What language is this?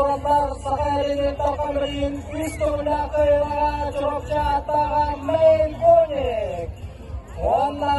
Yakut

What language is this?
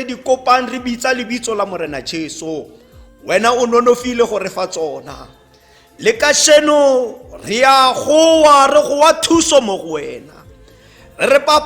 Tswana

